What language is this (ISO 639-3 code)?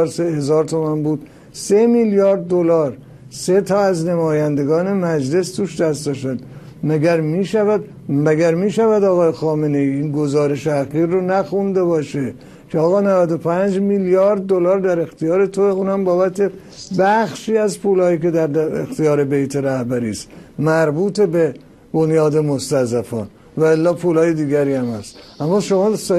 fas